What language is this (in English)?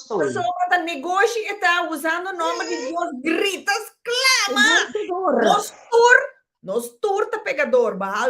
Papiamento